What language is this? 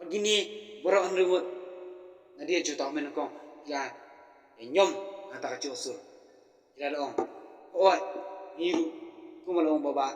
Khasi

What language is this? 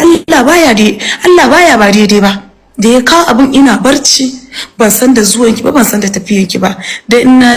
Hausa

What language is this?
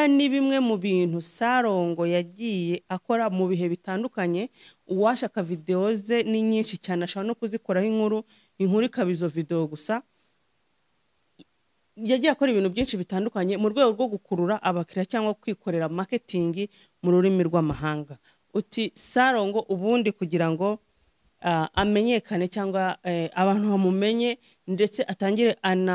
Kinyarwanda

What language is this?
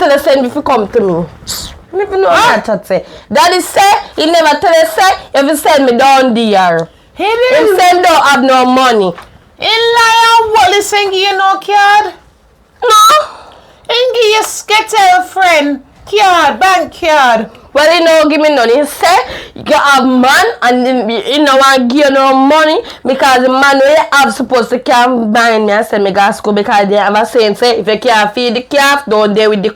Jamaican Creole English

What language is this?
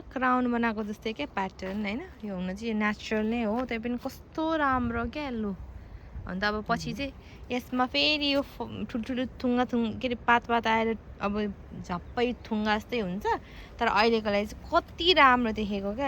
Nepali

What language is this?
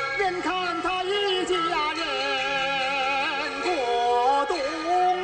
Chinese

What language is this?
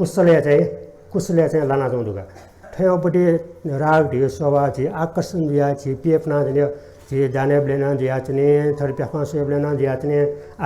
Newari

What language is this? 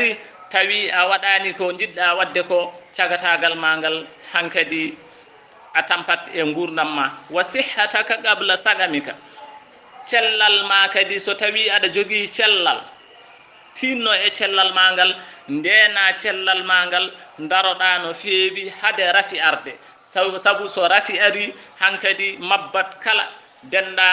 Fula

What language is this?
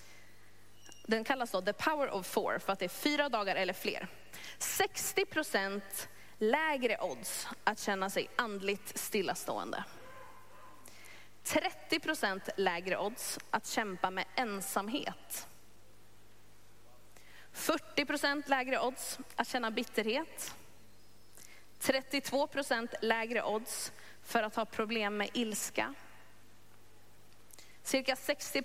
Swedish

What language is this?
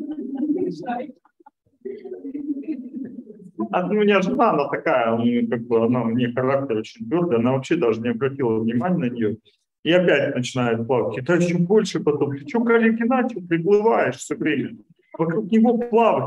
Russian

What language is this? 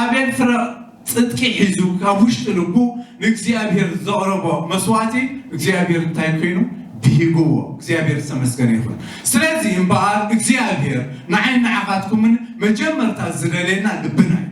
Tigrinya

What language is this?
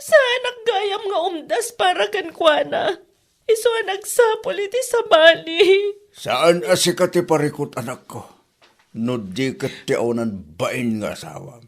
Iloko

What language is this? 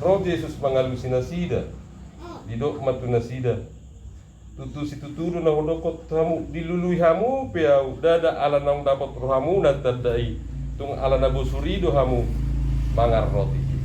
Batak Toba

